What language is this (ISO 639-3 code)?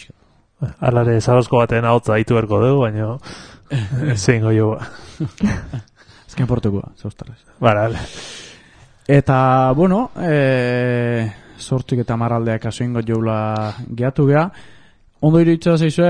eus